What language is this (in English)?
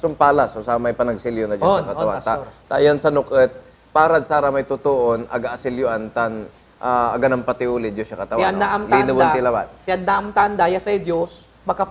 Pangasinan